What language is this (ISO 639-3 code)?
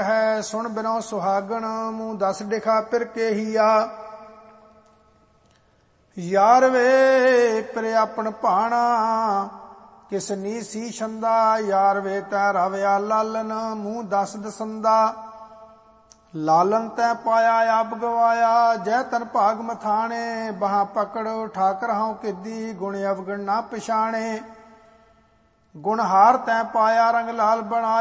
pan